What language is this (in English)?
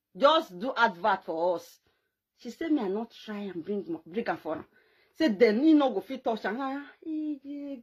Nigerian Pidgin